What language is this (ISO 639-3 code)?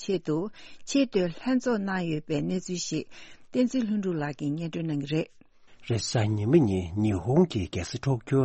bod